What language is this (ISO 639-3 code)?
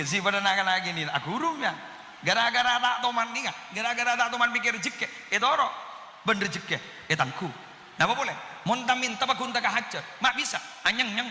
mad